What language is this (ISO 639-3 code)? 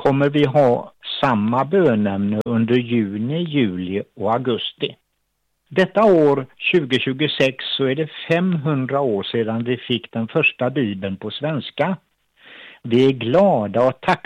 swe